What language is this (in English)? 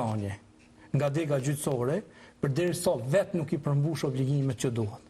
Albanian